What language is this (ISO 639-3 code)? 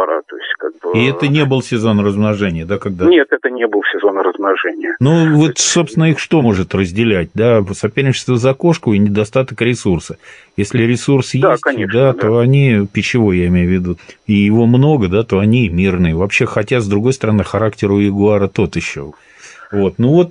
rus